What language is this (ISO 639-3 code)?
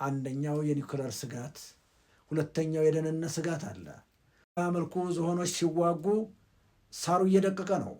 amh